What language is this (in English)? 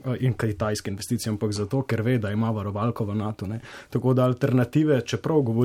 Slovenian